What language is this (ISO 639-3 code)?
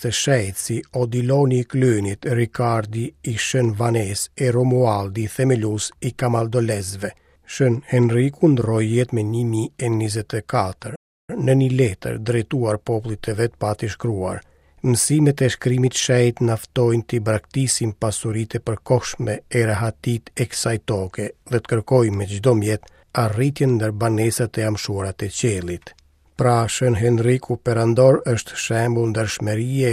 sqi